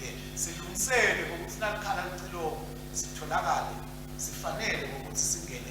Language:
Swati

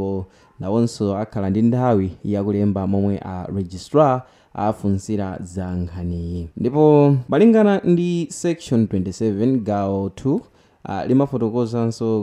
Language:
Nyanja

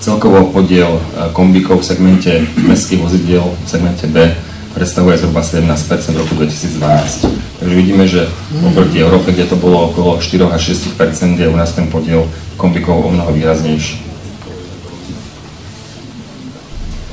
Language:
Slovak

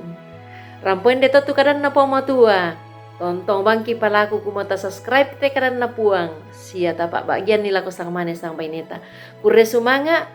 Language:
Toraja-Sa'dan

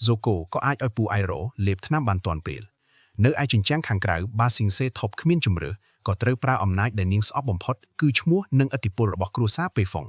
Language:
Khmer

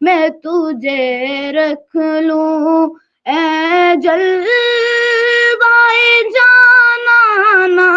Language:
Kashmiri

